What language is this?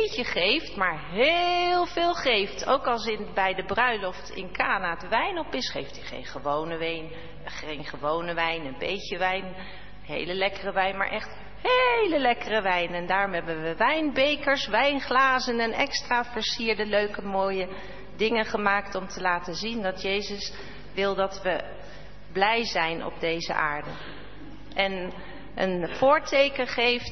Dutch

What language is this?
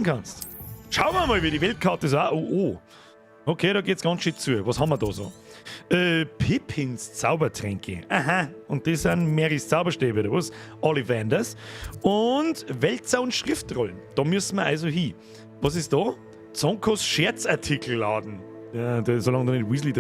Bavarian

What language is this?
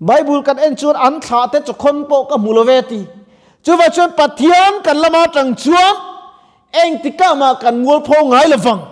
Mizo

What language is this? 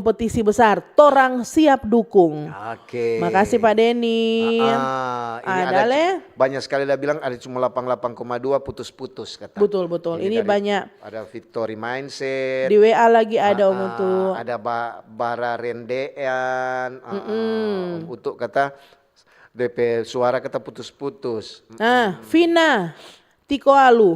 Manado Malay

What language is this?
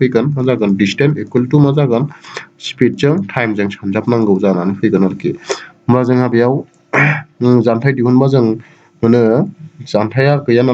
Bodo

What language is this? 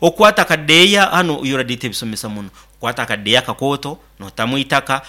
Nyankole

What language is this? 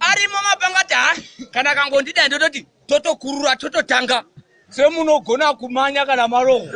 Shona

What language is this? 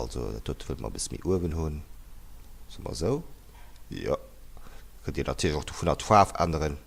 Luxembourgish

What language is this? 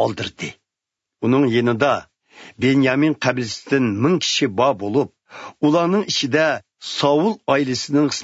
Uyghur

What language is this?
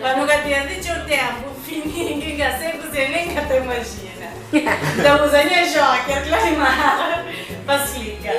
Kabuverdianu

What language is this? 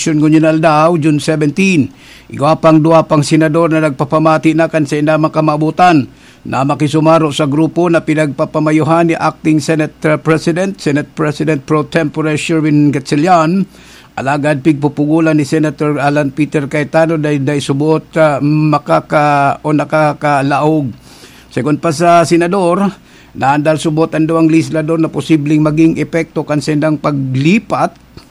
Bikol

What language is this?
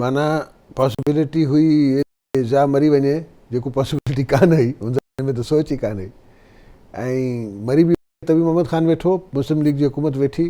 Sindhi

